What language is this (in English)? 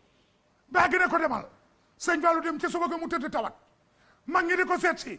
Wolof